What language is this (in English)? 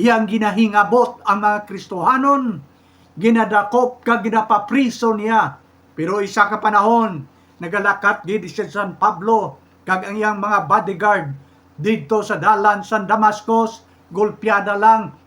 Hiligaynon